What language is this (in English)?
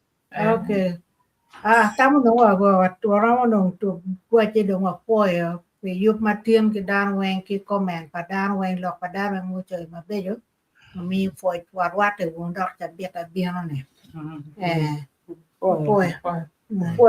Acoli